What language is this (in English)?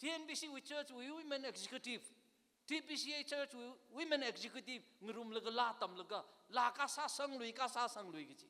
Tangkhul Naga (India)